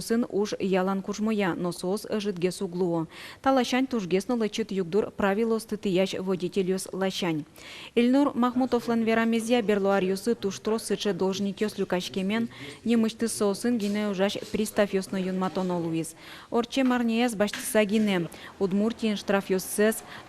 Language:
Udmurt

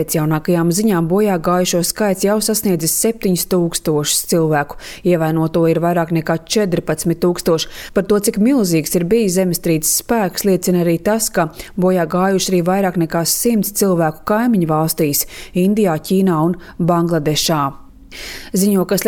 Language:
Latvian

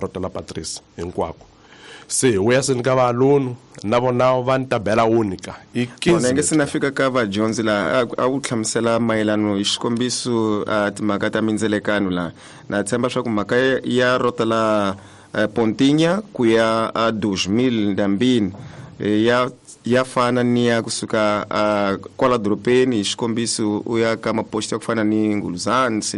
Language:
Tsonga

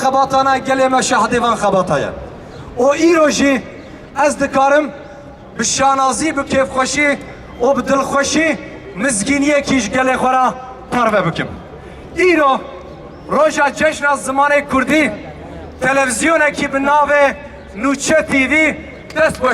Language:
Kurdish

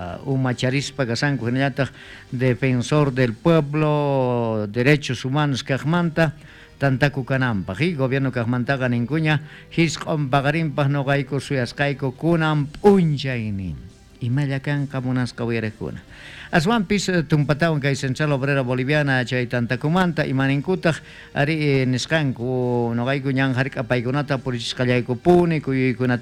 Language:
South Bolivian Quechua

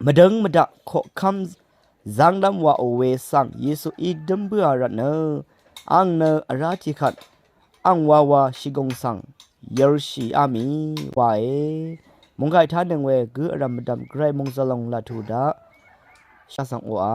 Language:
Rawang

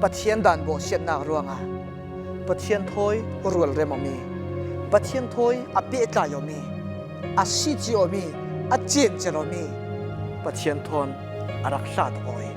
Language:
Falam Chin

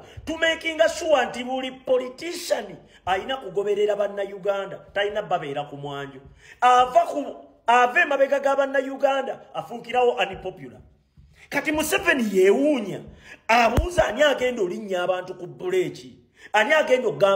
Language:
Ganda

